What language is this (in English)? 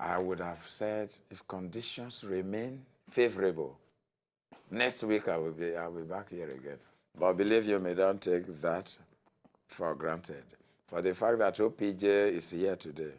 Nigerian Pidgin